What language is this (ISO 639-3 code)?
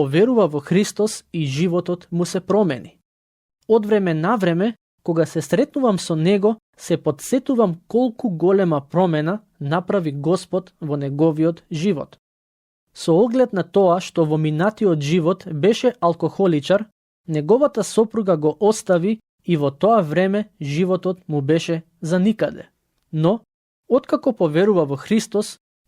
mkd